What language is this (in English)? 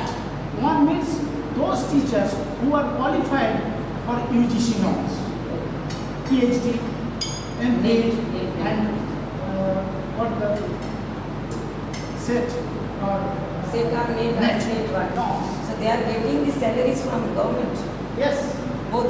English